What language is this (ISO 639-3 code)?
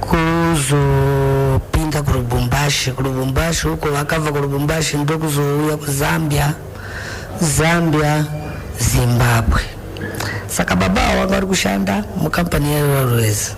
sna